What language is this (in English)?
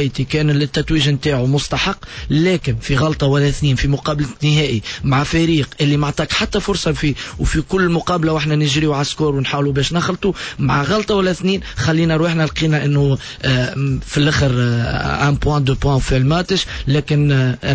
Tunisian Arabic